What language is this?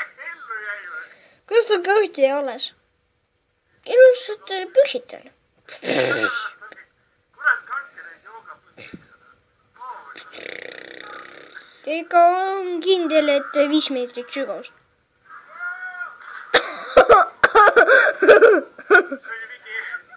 Estonian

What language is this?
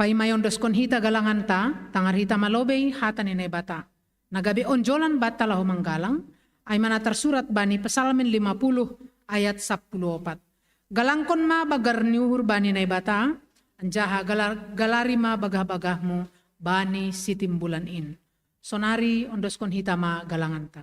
Batak Simalungun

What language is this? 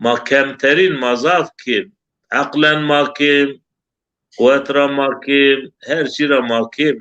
Zaza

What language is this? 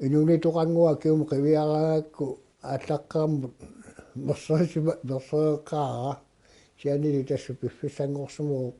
Kalaallisut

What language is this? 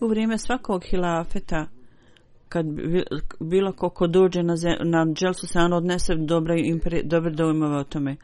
Bosnian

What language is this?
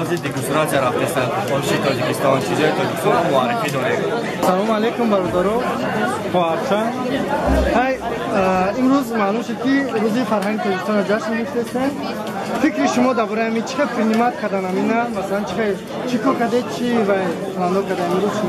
Tajik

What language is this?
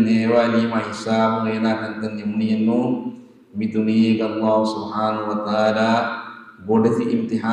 Divehi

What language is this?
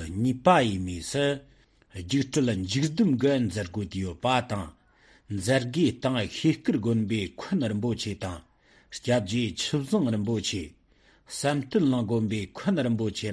Tibetan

